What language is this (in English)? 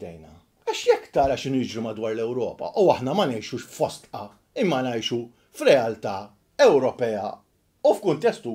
Maltese